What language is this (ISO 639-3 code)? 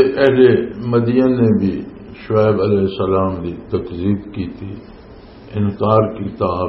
lah